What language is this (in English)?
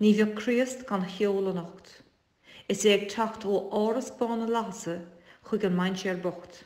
Irish